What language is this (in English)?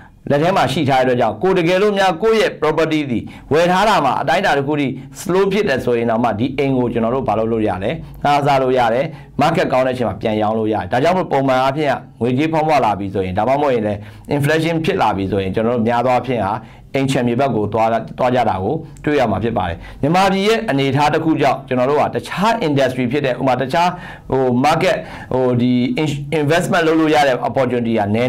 Burmese